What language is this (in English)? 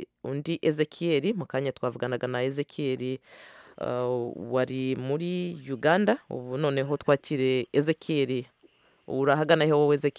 Kinyarwanda